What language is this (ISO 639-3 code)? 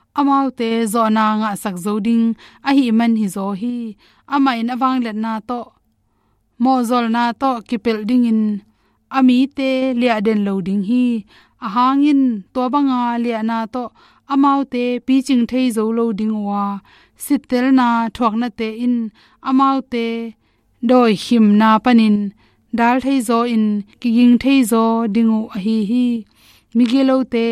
ctd